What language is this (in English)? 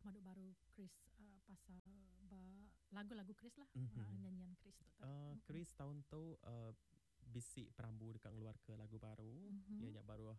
Iban